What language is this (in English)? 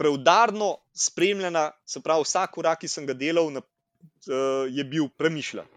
Slovenian